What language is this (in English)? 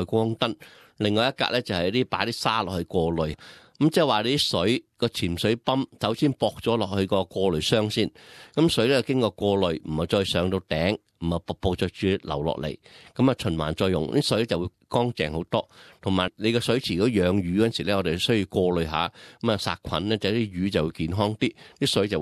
Cantonese